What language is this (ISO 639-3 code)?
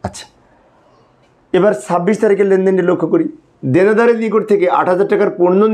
ben